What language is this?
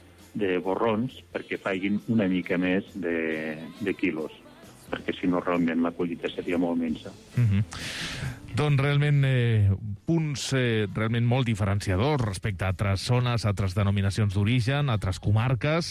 Catalan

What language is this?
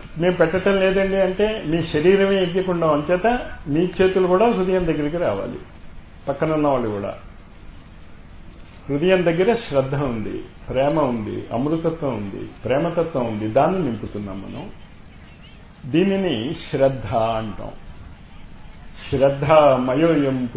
Telugu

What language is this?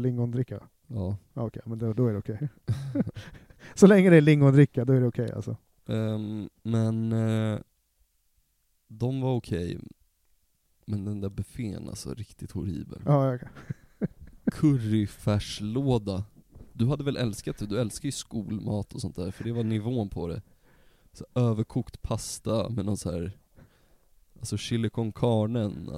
Swedish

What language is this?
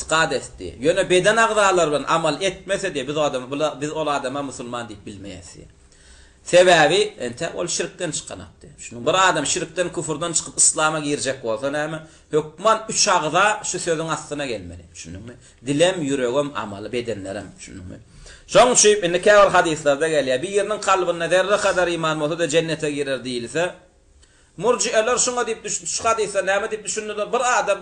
Turkmen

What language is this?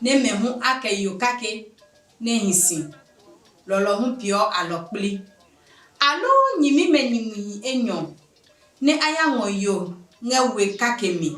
Adangme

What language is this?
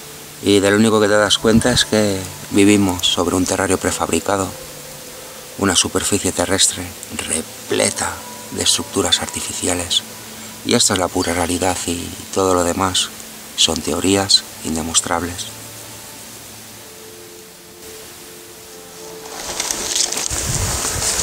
Spanish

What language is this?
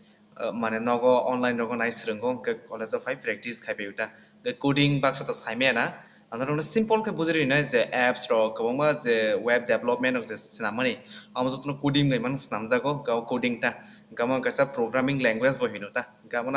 Kok Borok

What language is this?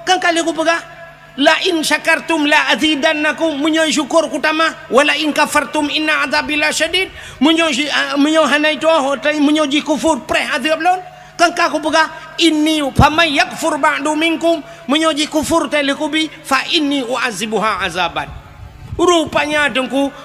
Achinese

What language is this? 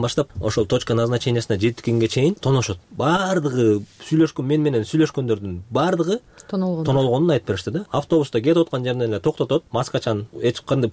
Kyrgyz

